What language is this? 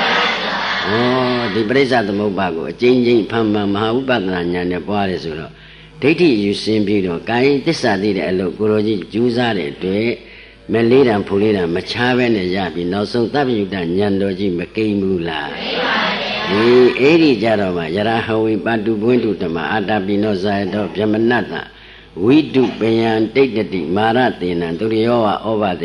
Burmese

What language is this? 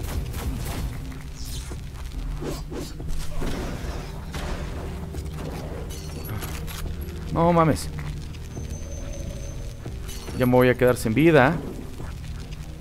Spanish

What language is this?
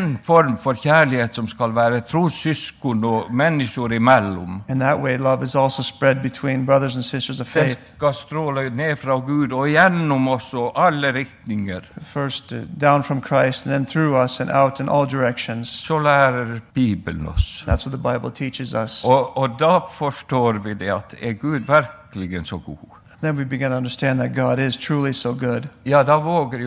Norwegian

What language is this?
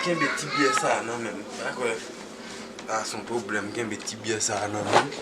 Haitian Creole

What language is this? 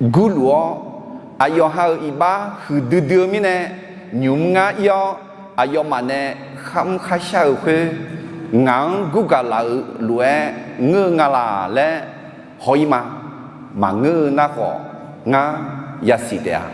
Akha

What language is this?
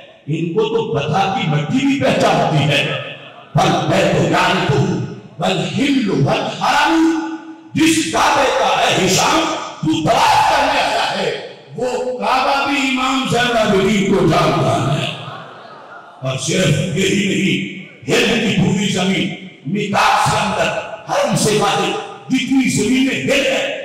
Urdu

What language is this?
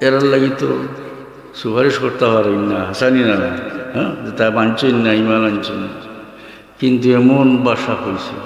Sylheti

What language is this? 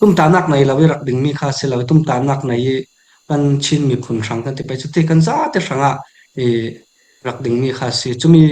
Falam Chin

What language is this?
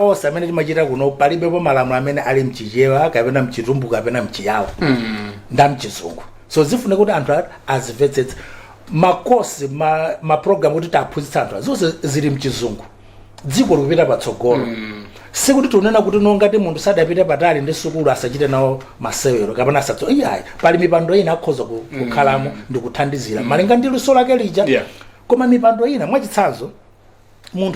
Nyanja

